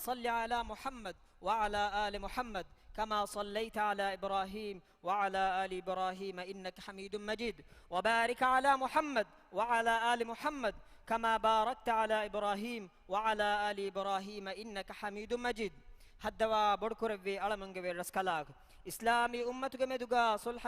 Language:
Divehi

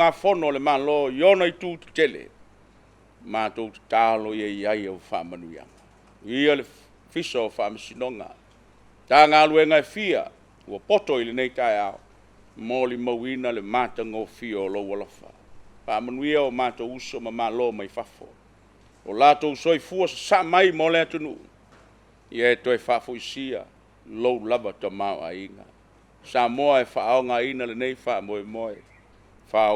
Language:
Samoan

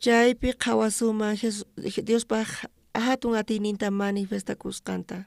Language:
South Bolivian Quechua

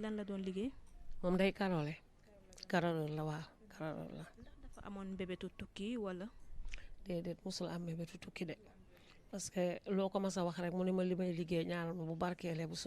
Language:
Wolof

